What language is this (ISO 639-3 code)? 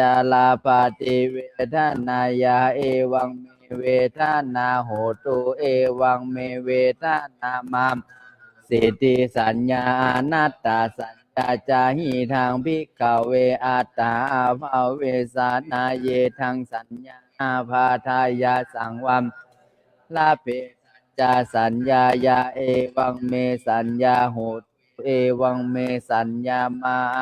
pli